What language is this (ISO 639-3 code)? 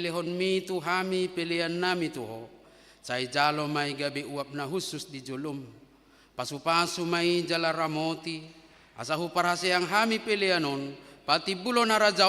bbc